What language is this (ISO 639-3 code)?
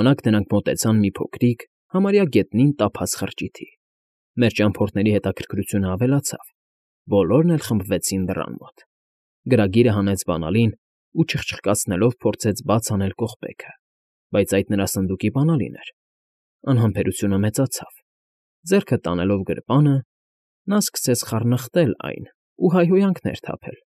hye